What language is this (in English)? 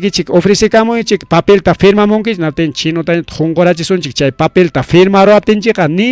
Ayacucho Quechua